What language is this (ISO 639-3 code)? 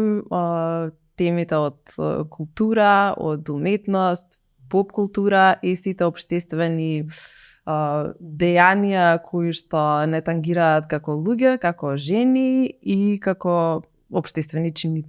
mkd